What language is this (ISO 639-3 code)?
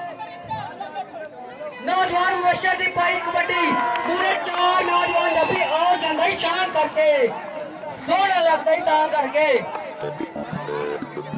pan